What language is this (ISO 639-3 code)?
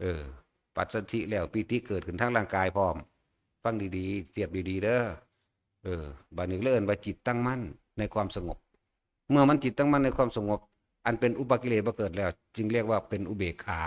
tts